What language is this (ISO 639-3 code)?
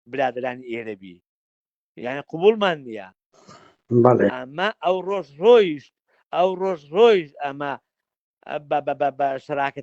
ckb